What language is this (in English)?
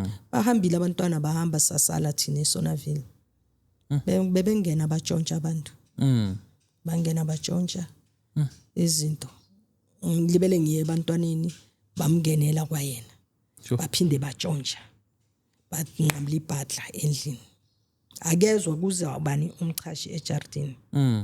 Zulu